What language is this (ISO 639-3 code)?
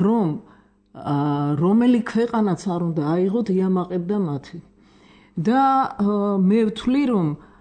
kat